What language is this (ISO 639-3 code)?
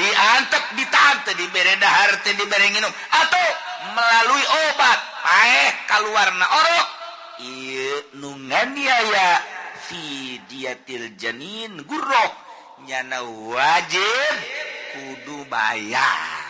sun